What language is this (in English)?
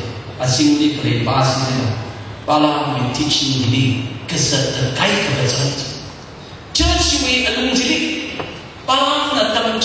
Tangkhul Naga (India)